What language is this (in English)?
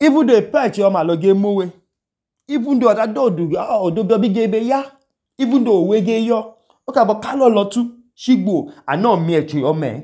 Idoma